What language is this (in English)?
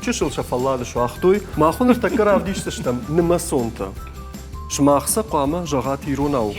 Ossetic